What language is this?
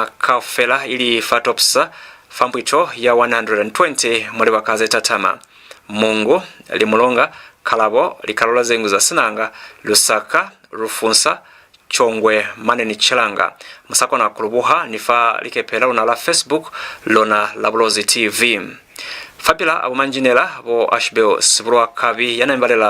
Lozi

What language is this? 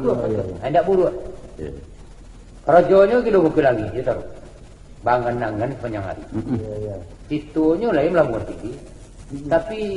Minangkabau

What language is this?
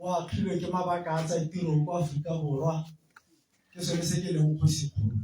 Tswana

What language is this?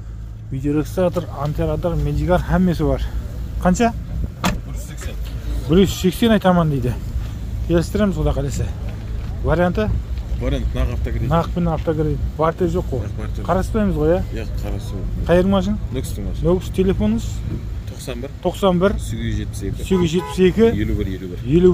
Kazakh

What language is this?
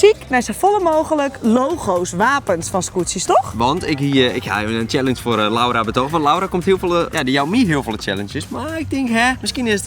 Western Frisian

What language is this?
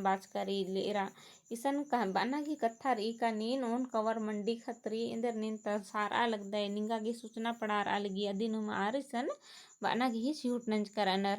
Kurukh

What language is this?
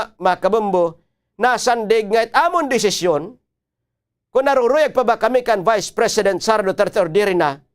Waray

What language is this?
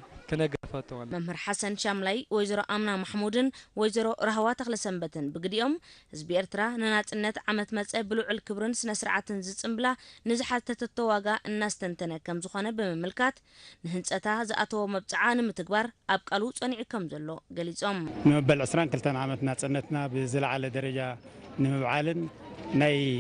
Tigrinya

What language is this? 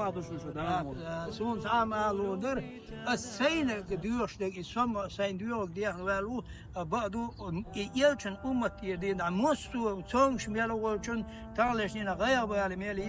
Chechen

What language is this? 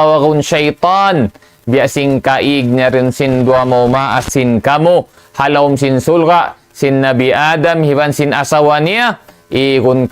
Tausug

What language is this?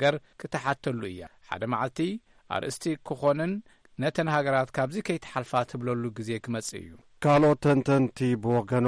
Tigrinya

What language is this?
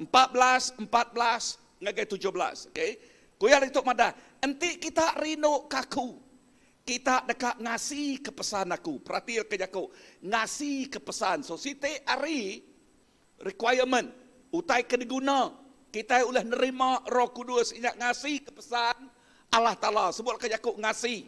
Iban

